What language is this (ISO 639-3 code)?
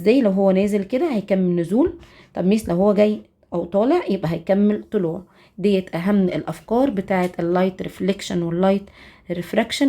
arz